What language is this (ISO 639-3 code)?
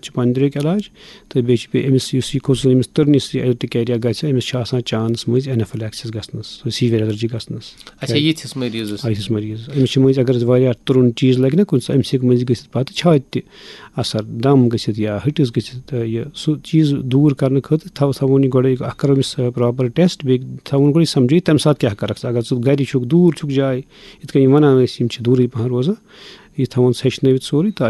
kas